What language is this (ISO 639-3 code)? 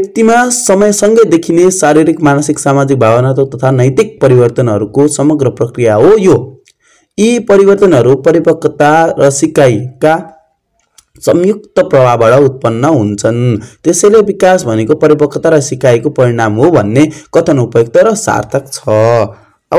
nep